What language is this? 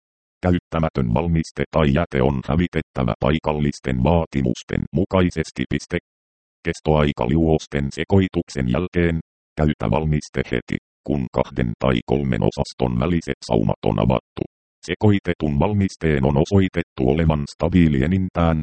Finnish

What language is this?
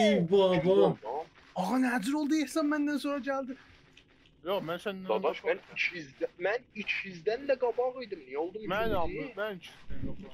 South Azerbaijani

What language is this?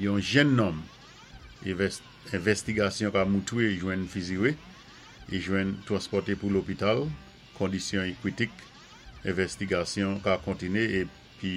Saint Lucian Creole French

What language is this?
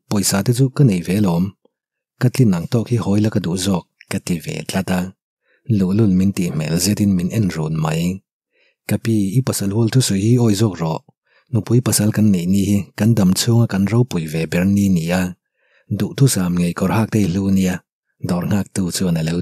Mizo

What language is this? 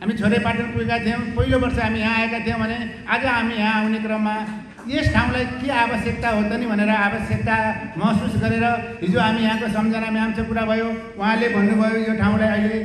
Nepali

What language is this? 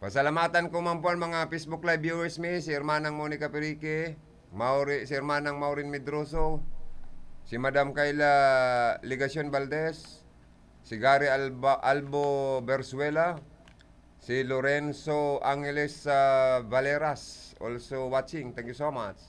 Bikol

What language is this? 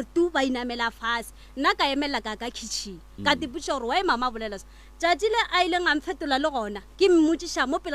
Northern Sotho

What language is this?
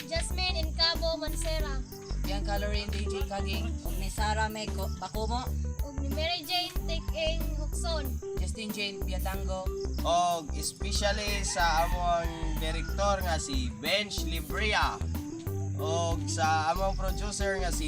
Cebuano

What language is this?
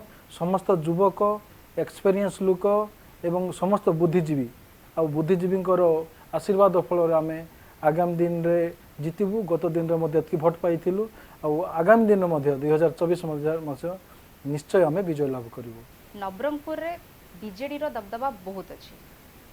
Odia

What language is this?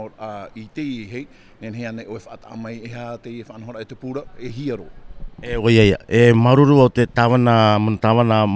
Tahitian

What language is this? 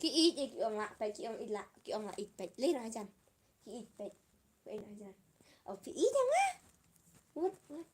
Khasi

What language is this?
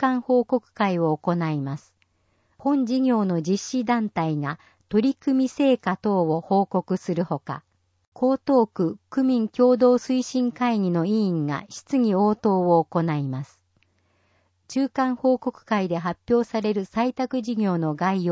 Japanese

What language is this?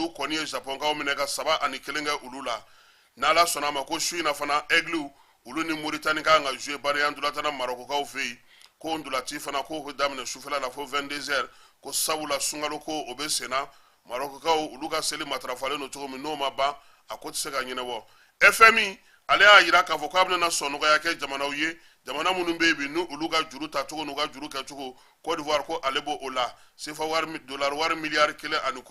Bambara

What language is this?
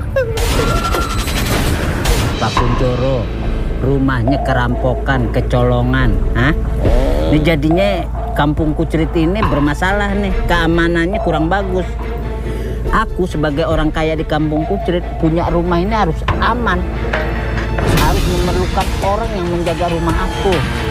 Indonesian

